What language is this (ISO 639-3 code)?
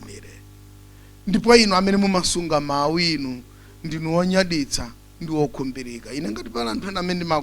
nya